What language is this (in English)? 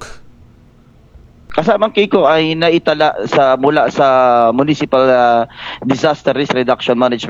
Filipino